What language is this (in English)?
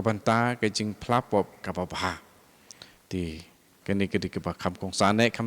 Khasi